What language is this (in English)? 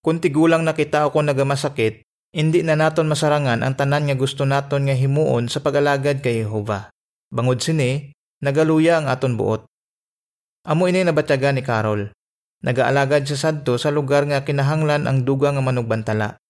Hiligaynon